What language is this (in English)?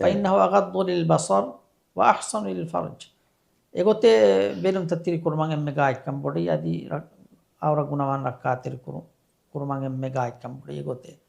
Divehi